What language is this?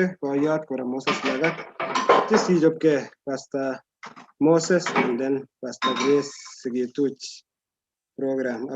Kalenjin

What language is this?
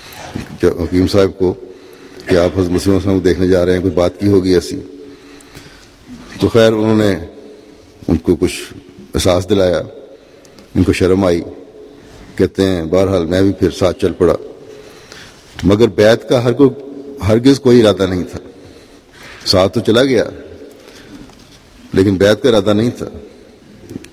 Urdu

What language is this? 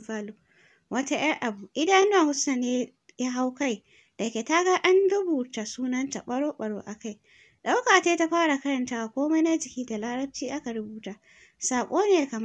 Hausa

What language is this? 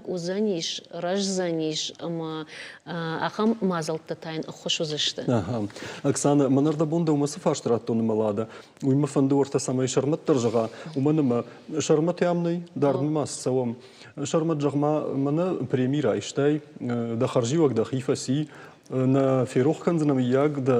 Ossetic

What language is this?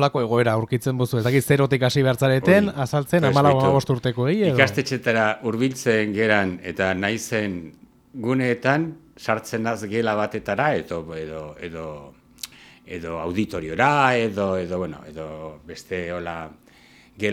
Basque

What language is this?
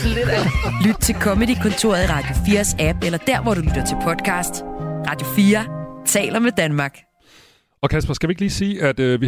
Danish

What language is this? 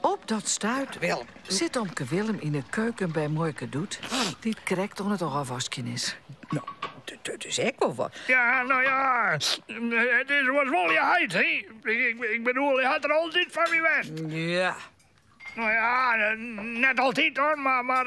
Western Frisian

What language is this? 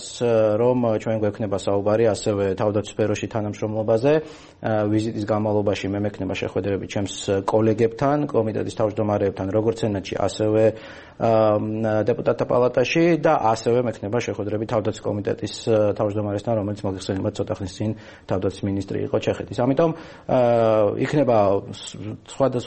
Georgian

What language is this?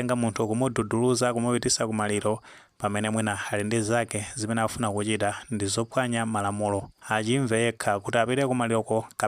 Nyanja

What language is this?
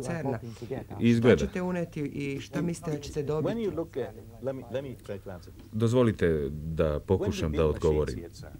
Serbian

